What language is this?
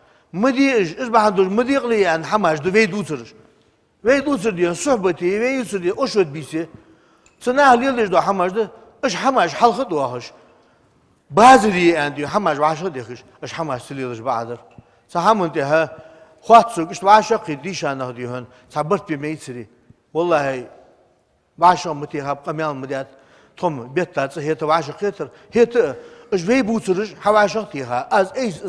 Ingush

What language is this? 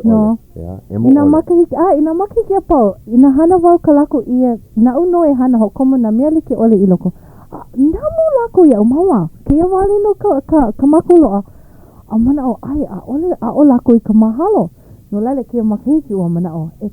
Hawaiian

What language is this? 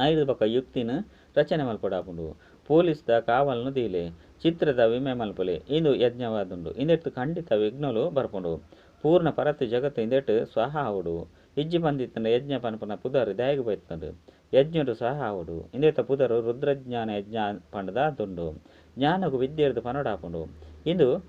Tulu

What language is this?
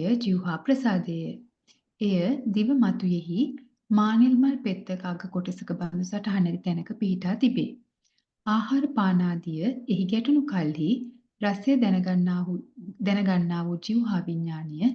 Sinhala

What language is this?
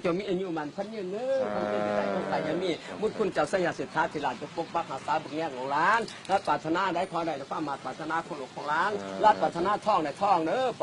Lao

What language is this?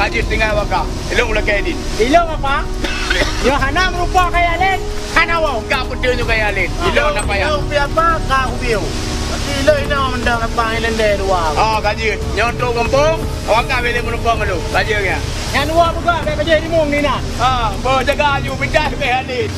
Achinese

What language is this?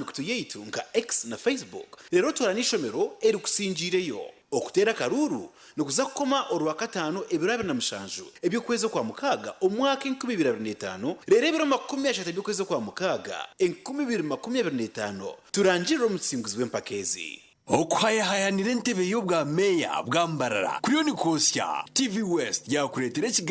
Nyankole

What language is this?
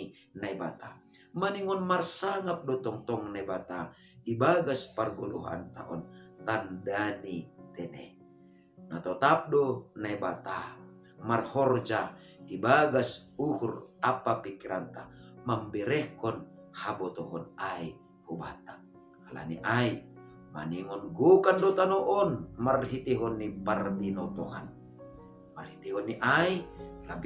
Batak Simalungun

